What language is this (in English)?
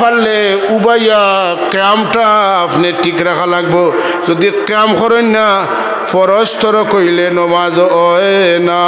Sylheti